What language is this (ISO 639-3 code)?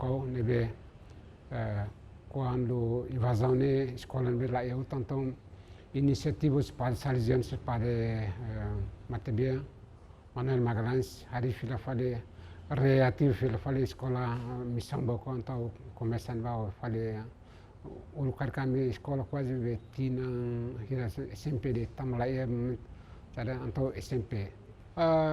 tet